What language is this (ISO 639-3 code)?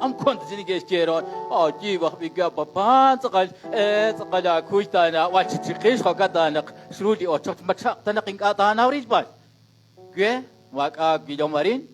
kek